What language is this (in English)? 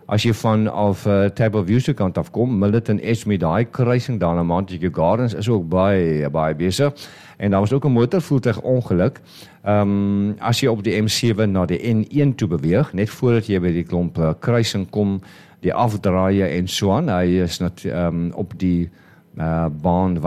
Afrikaans